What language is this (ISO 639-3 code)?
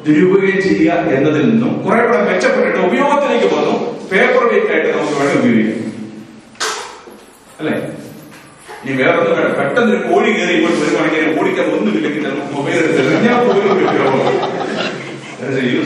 mal